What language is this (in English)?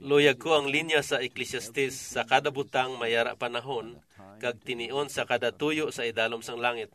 Hiligaynon